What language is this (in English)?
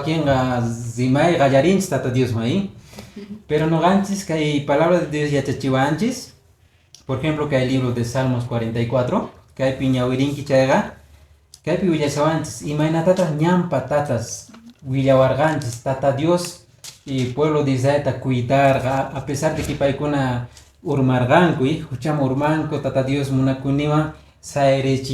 Quechua